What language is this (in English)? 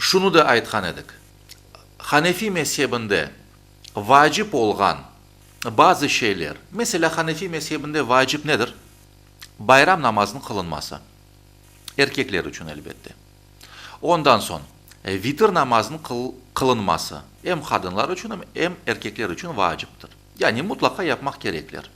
Crimean Tatar